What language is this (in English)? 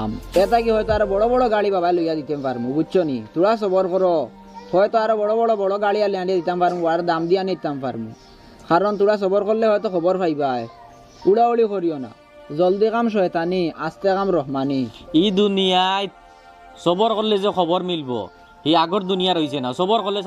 Sylheti